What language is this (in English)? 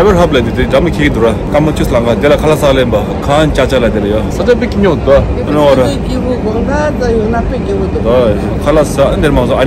Tibetan